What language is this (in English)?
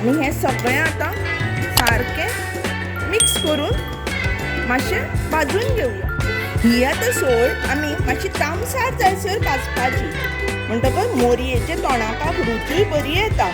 Konkani